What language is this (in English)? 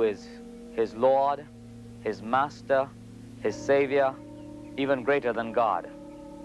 English